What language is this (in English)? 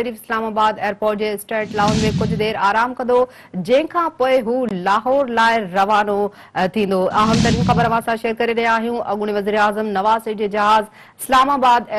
Sindhi